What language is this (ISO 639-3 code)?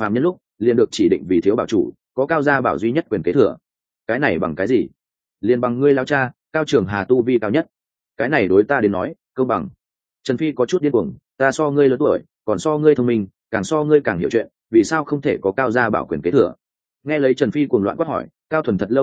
vie